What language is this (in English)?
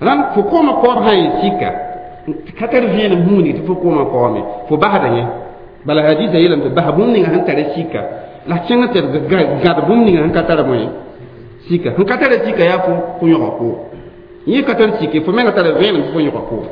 Mossi